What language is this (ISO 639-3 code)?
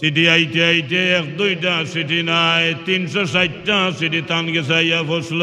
syl